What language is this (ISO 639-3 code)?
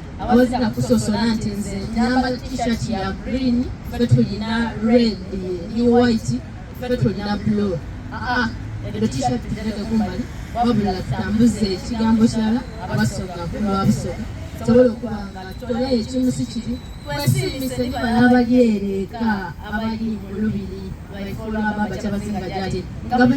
xog